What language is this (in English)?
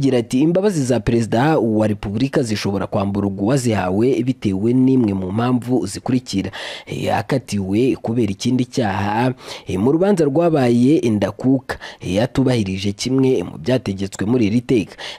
Kinyarwanda